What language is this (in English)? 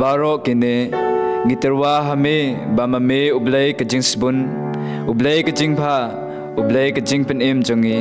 Khasi